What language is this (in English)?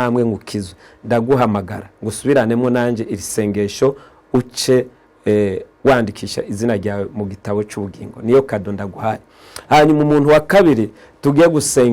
Rundi